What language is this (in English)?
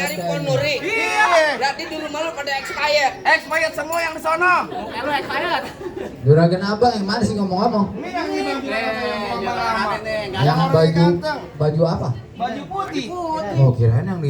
Betawi